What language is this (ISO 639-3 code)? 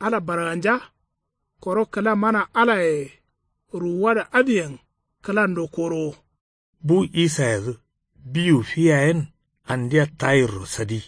kau